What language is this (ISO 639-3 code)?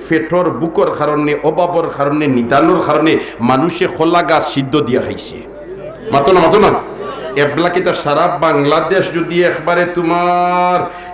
syl